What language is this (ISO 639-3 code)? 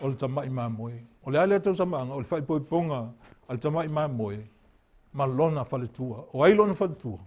smo